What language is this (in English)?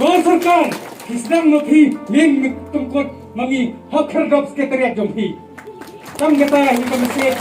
Khasi